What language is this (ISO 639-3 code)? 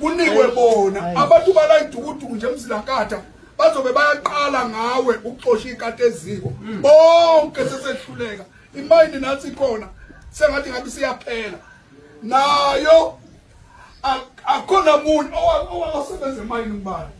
zul